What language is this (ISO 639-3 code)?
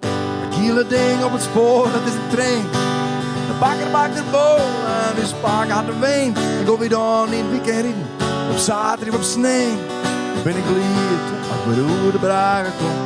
fry